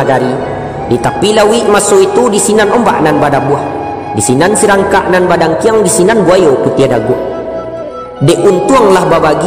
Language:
Minangkabau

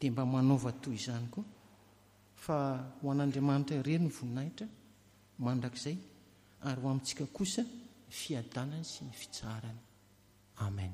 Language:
Malagasy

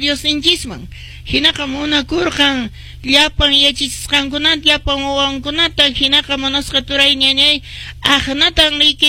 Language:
Quechua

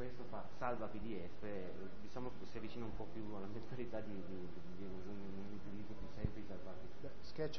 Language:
Italian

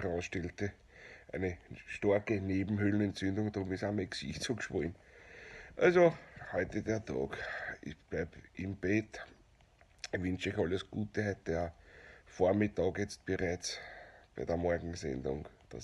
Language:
Bavarian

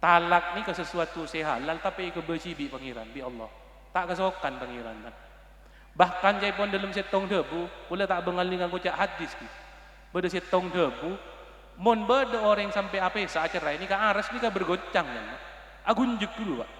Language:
Madurese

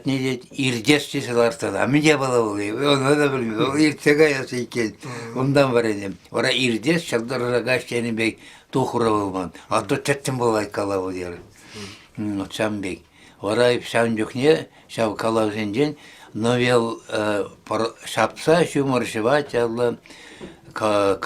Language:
Chuvash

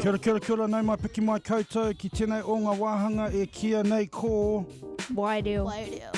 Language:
Māori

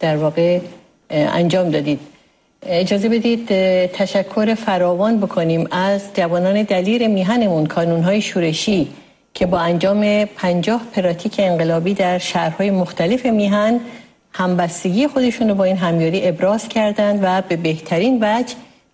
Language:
Persian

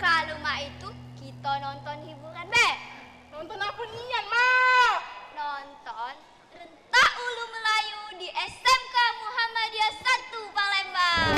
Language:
Musi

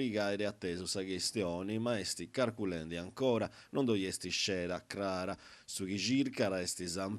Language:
Sardinian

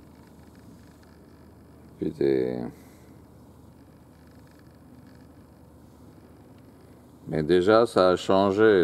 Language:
French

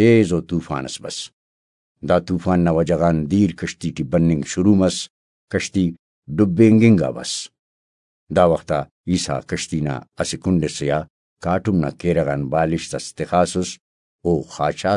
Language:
Brahui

